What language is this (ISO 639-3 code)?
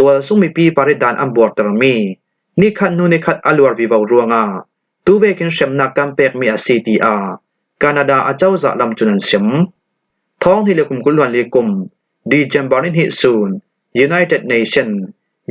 cfm